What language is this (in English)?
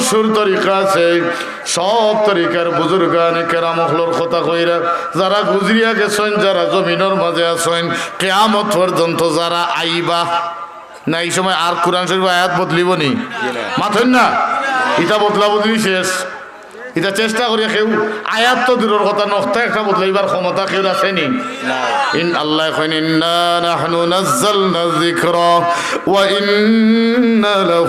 Sylheti